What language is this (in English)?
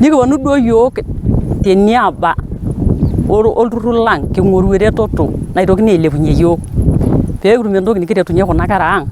Masai